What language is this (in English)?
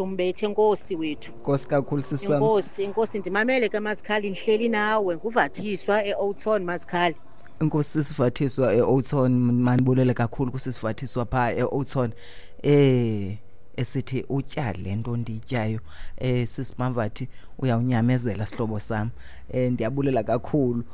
Xhosa